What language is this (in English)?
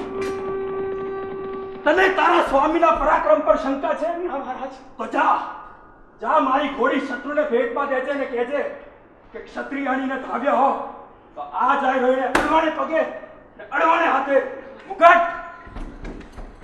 Gujarati